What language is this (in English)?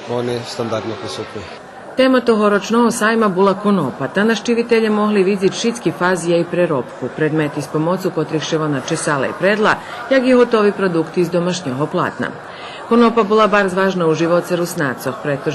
Rusyn